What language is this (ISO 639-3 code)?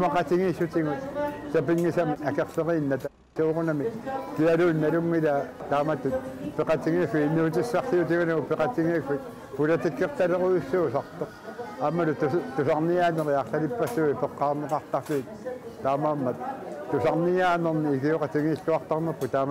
kal